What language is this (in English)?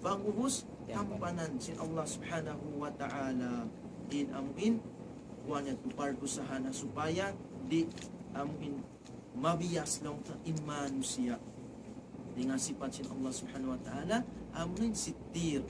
Tausug